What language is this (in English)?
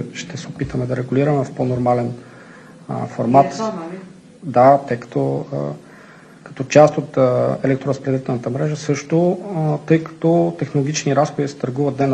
Bulgarian